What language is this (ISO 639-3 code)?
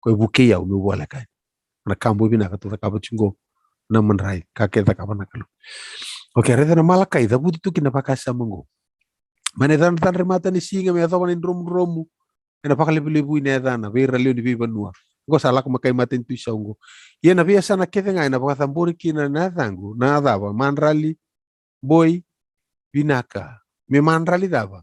fij